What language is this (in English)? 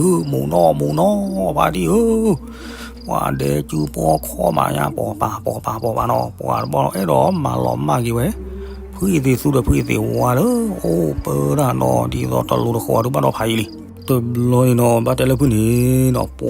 S'gaw Karen